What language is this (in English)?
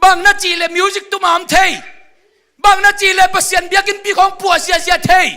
Tedim Chin